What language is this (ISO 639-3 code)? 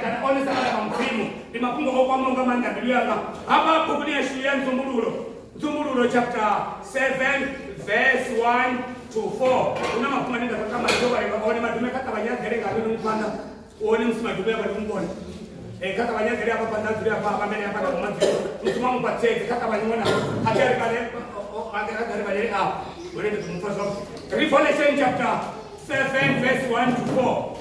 ven